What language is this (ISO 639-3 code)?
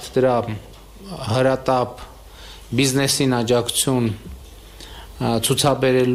hye